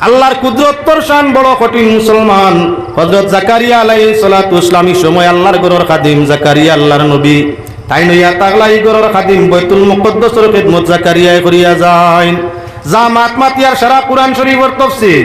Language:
Sylheti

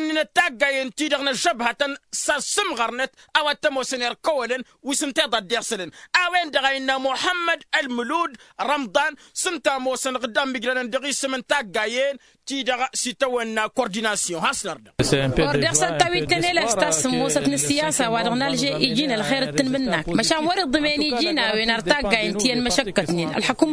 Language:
Tamasheq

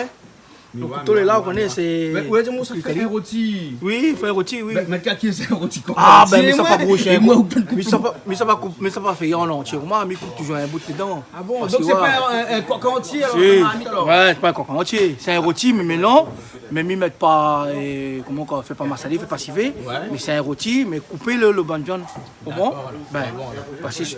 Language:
Réunion Creole French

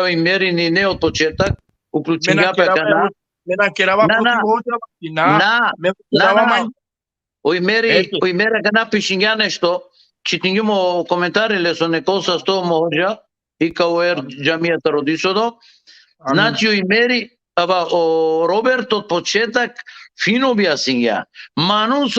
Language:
Balkan Romani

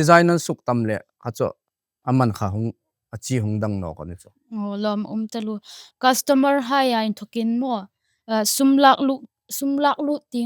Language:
Hmar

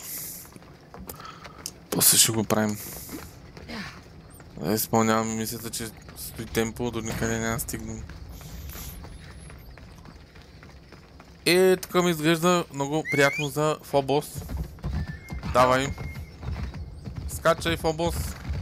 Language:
Bulgarian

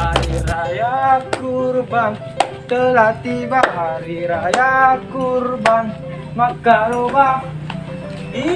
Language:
Buginese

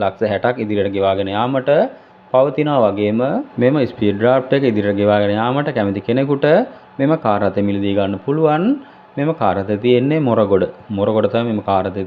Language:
Sinhala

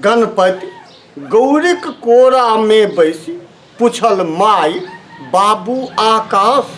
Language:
Maithili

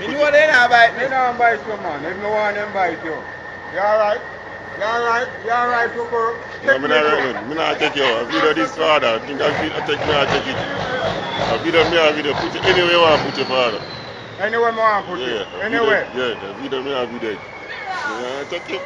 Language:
Jamaican Creole English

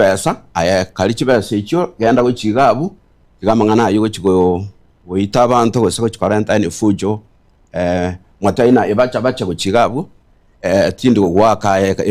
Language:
Gusii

